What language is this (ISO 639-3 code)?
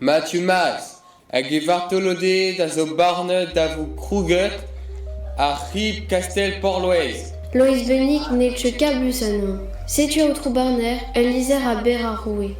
bre